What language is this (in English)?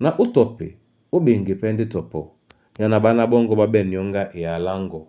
Duala